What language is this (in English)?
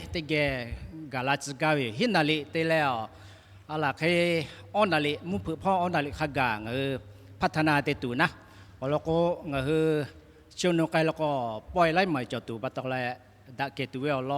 Lahu